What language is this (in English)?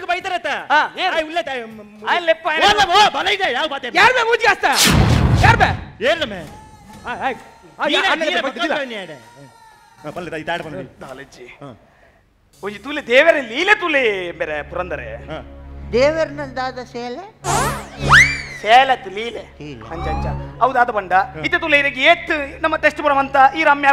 Tulu